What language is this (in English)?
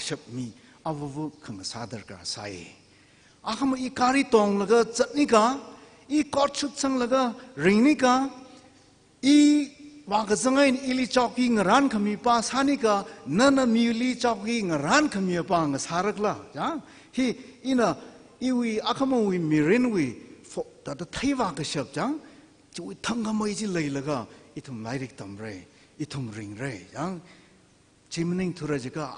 Tangkhul Naga (India)